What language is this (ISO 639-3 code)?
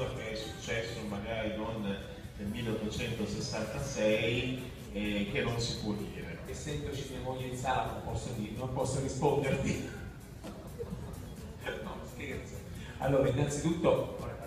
ita